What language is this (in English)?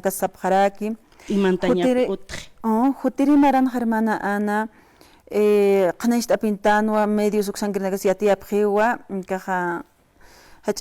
Aymara